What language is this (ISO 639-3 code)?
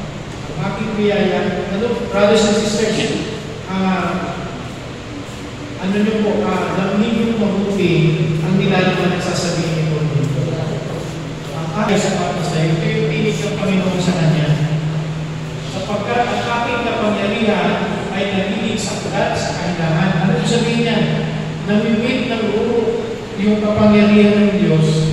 fil